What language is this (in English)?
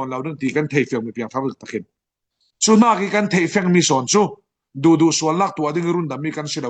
Falam Chin